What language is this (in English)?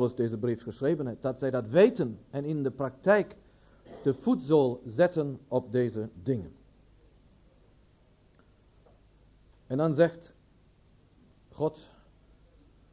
Dutch